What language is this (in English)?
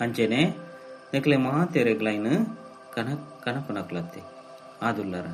Tulu